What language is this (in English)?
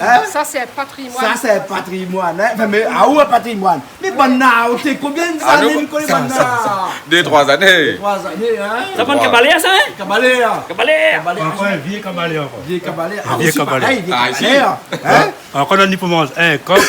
Réunion Creole French